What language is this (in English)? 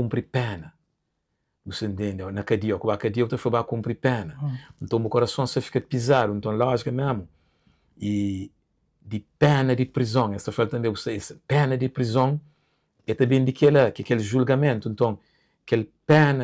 Kabuverdianu